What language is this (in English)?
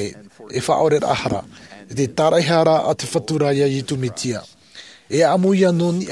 Tahitian